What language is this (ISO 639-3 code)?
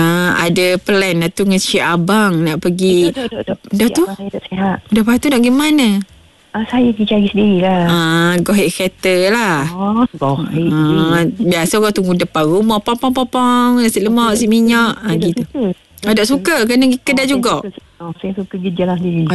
msa